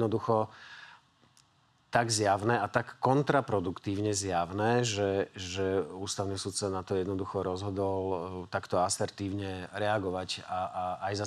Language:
Slovak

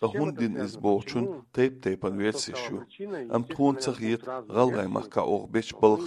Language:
Chechen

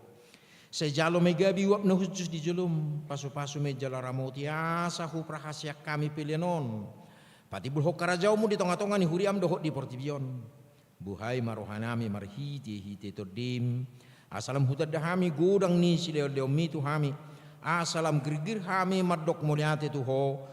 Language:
Batak Toba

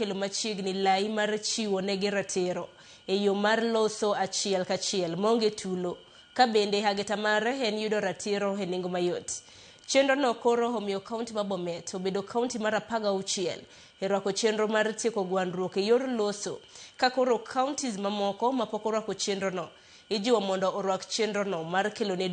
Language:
Luo (Kenya and Tanzania)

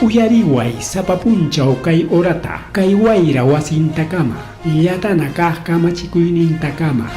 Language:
Ayacucho Quechua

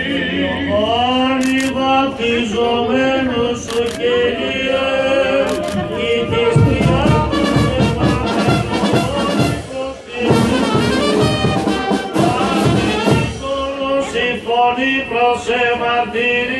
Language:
Greek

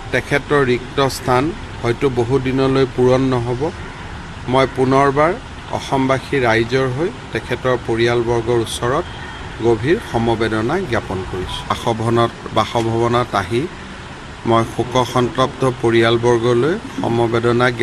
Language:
Assamese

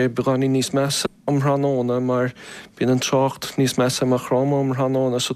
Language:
Irish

